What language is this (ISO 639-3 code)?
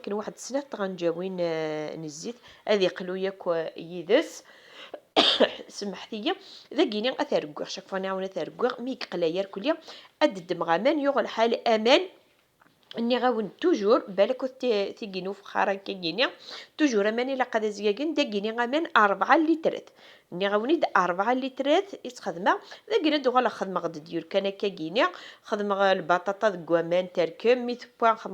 kab